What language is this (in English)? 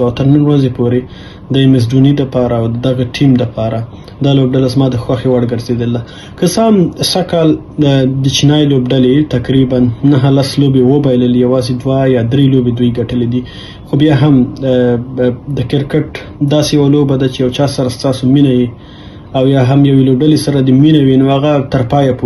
Pashto